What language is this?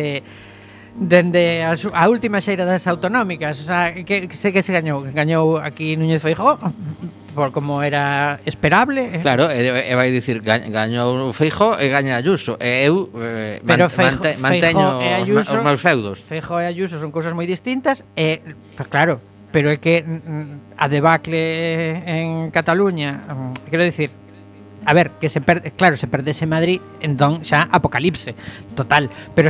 Galician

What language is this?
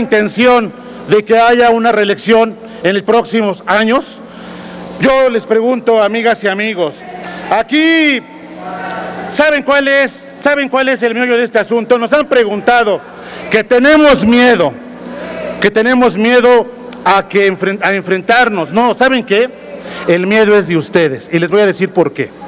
Spanish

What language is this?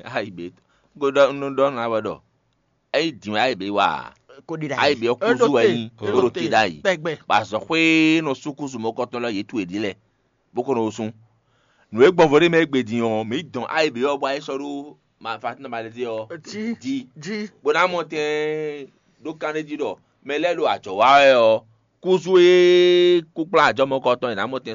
Fon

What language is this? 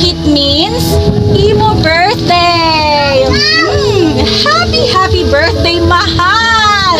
Waray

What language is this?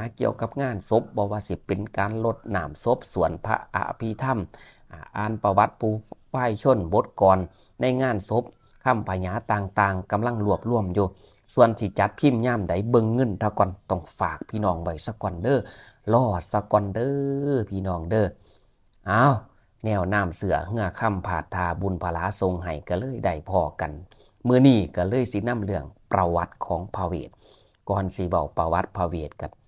Northeastern Thai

